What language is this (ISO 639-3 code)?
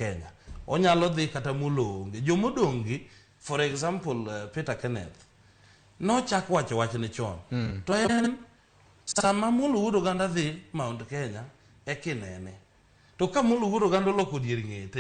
luo